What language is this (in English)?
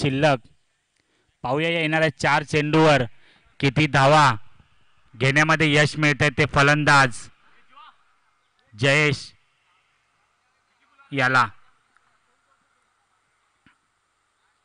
Marathi